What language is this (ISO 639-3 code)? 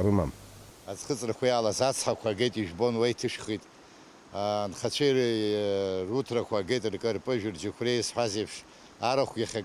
abk